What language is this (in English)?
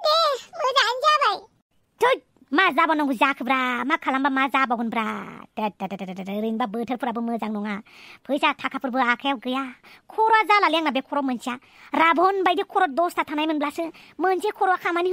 Bodo